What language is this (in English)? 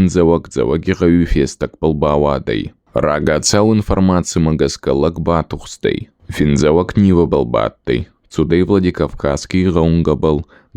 Ossetic